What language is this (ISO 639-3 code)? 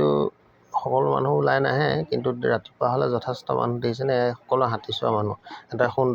asm